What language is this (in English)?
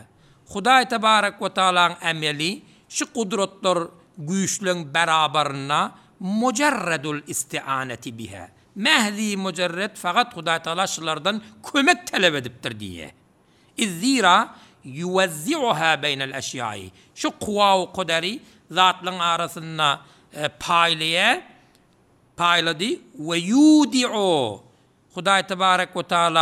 Turkmen